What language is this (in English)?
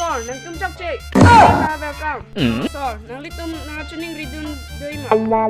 Karbi